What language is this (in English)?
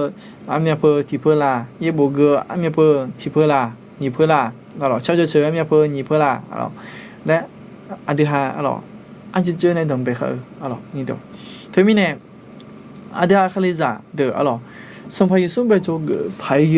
Akha